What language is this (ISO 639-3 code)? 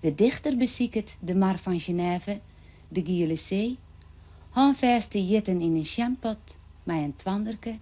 fry